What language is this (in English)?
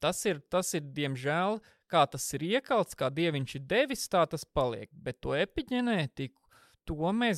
Latvian